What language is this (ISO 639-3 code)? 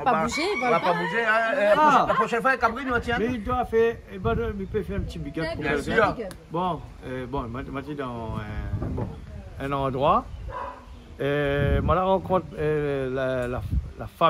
rcf